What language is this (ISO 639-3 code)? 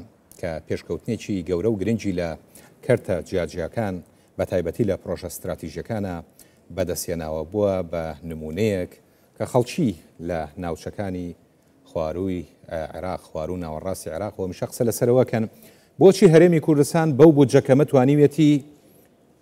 ckb